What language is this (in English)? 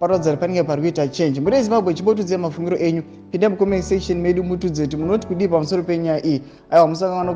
Shona